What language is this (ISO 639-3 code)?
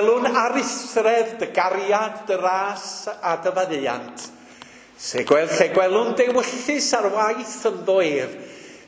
cym